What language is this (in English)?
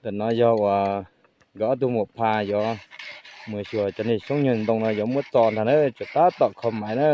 Hmong